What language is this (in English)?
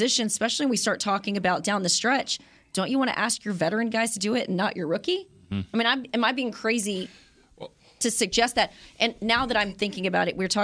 English